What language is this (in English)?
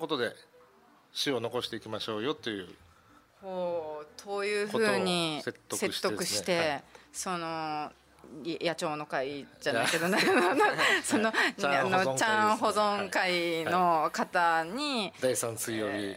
Japanese